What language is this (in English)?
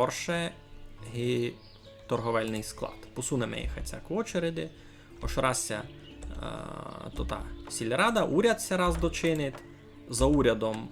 Rusyn